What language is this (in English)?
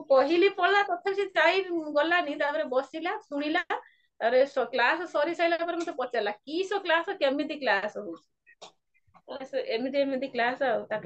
Odia